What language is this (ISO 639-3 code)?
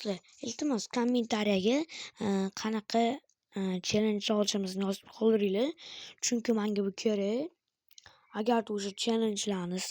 uzb